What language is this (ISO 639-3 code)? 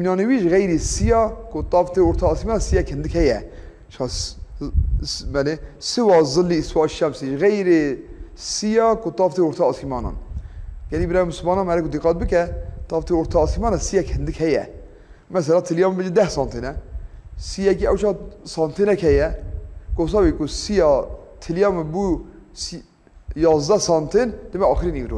kur